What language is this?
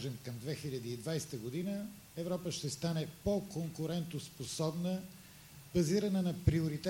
Bulgarian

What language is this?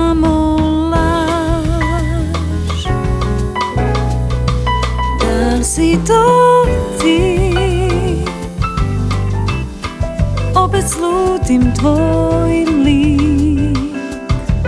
Serbian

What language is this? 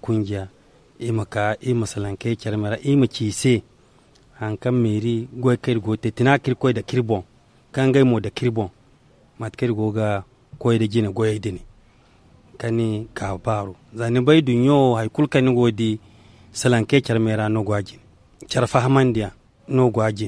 Zarma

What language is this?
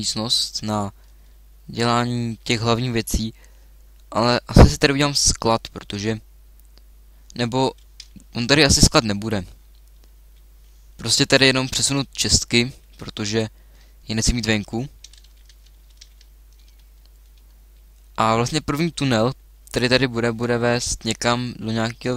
Czech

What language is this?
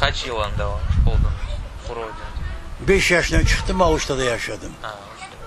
Crimean Tatar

